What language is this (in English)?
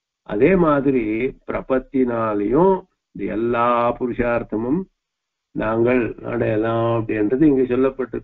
Tamil